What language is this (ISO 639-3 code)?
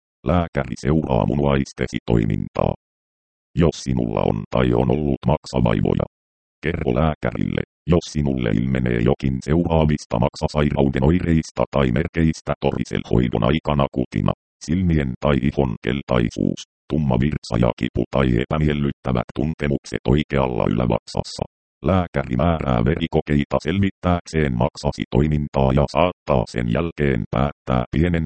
fin